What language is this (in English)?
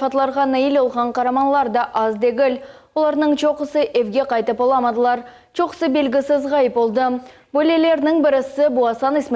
Crimean Tatar